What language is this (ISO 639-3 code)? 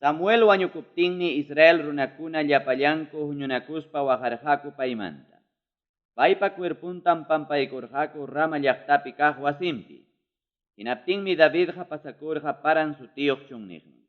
quy